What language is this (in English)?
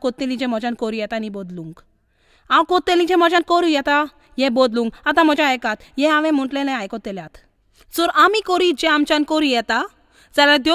Konkani